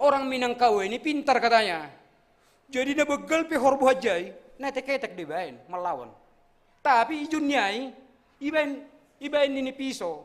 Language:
Batak Simalungun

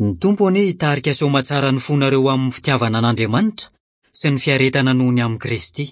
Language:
Malagasy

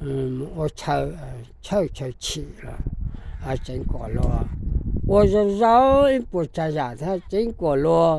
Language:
Hmong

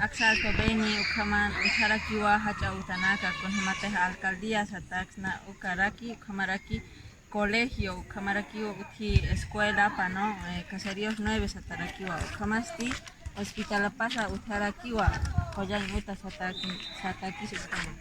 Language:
Aymara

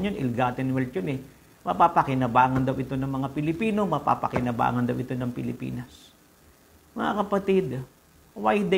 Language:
Filipino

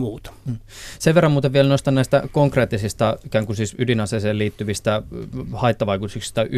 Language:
Finnish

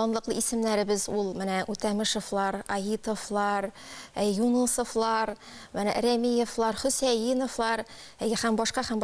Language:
Tatar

